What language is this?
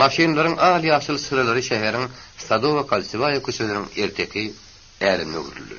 Turkmen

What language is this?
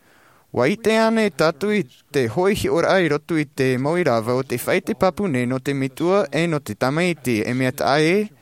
Tahitian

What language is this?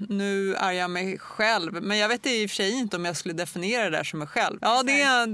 Swedish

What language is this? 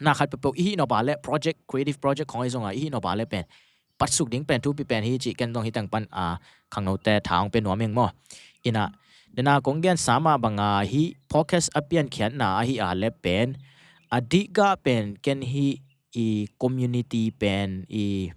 Tedim Chin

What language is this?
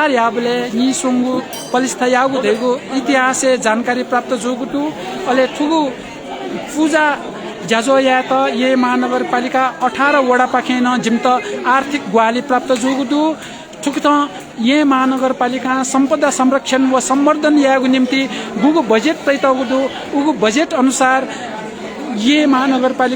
Newari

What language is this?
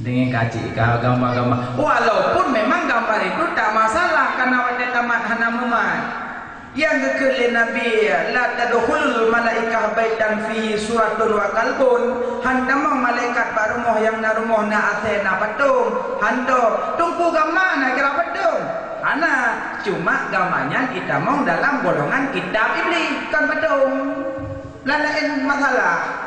Achinese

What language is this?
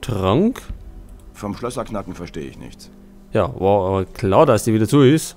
Bavarian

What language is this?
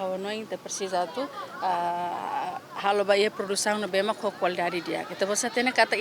Tetum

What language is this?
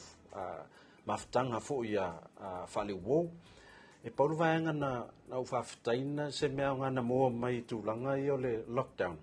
Samoan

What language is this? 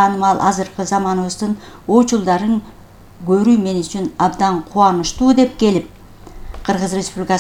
Kyrgyz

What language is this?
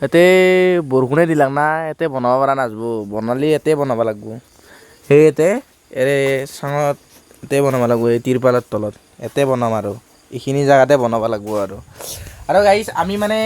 Assamese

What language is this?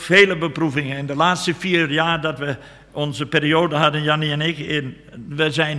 Dutch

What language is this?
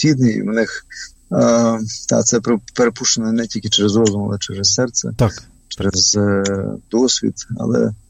Ukrainian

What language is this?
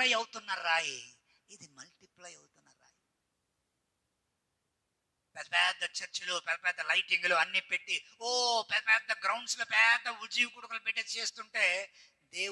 Telugu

